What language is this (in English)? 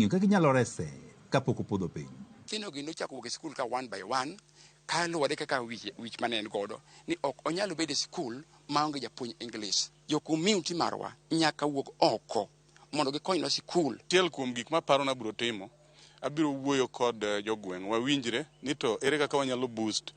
Luo (Kenya and Tanzania)